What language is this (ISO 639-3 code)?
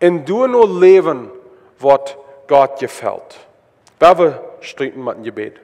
pdt